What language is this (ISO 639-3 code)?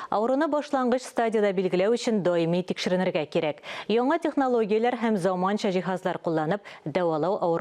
tat